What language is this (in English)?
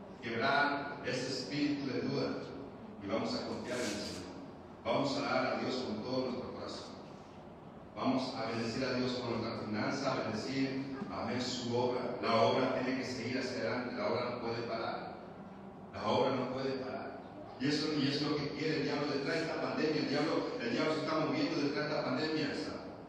Spanish